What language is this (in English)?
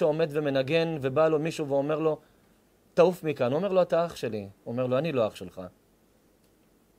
Hebrew